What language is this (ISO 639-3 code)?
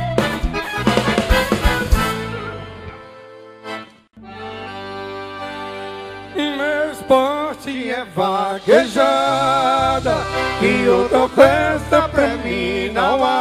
por